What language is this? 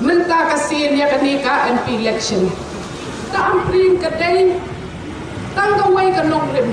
Khasi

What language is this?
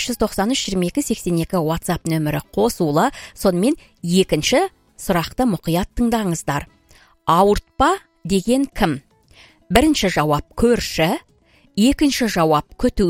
Kazakh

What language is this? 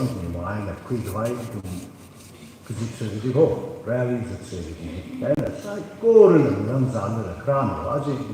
Tangkhul Naga (India)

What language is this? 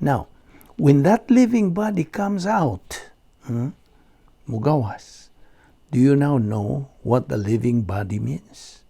Cebuano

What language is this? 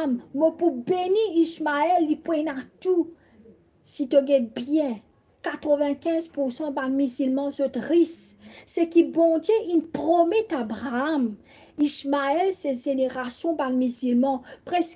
Morisyen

